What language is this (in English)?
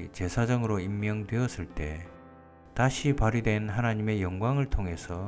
Korean